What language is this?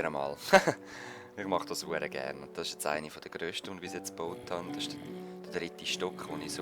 Swiss German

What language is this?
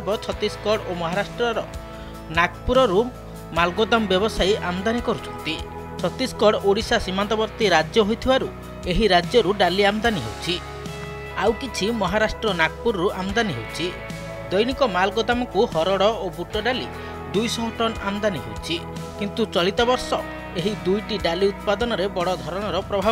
Odia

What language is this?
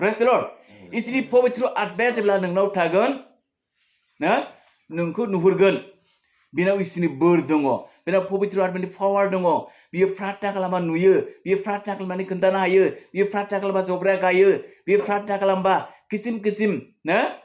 Bodo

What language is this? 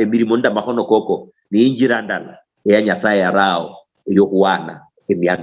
Luyia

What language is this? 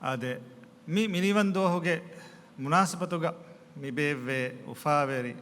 Divehi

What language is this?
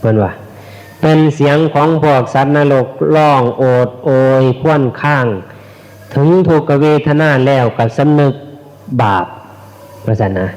Northeastern Thai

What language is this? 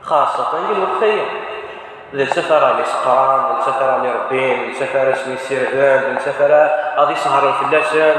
Kabyle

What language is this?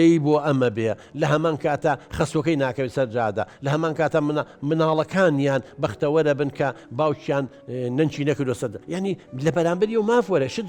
Central Kurdish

